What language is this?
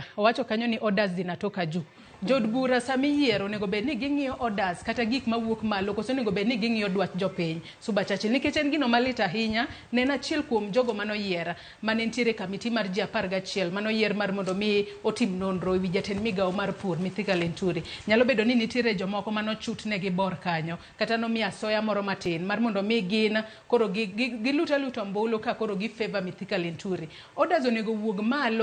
Luo (Kenya and Tanzania)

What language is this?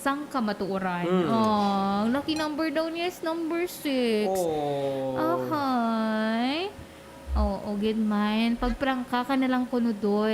Hiligaynon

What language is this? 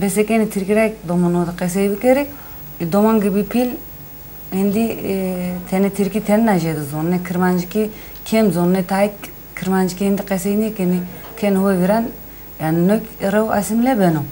Zaza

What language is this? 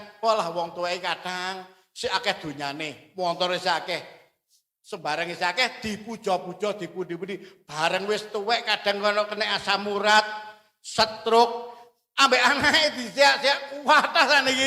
Javanese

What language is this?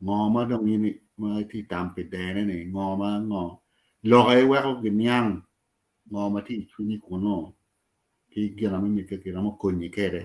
Acoli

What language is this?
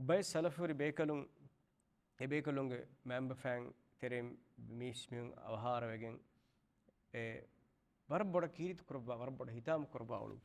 Divehi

